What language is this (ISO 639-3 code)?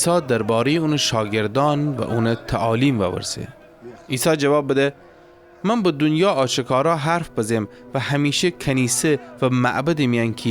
glk